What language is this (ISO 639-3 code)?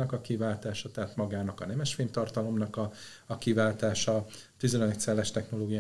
hun